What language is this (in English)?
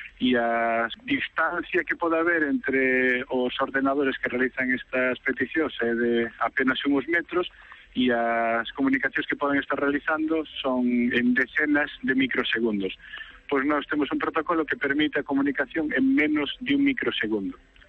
Galician